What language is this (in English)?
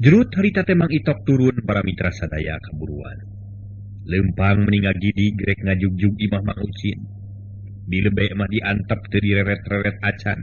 Sundanese